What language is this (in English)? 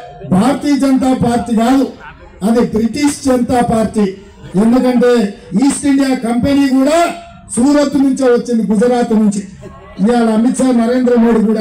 Telugu